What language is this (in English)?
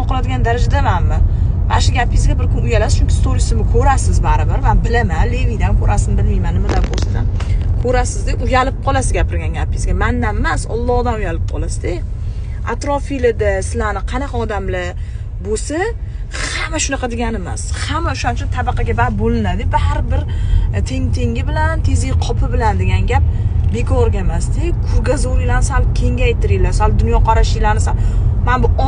Uzbek